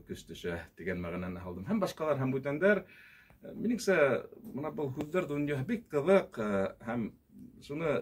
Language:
Bashkir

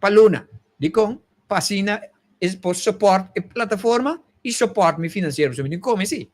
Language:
Papiamento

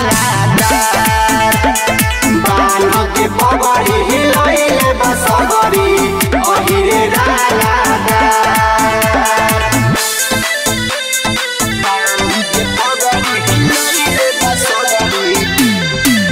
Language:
Bhojpuri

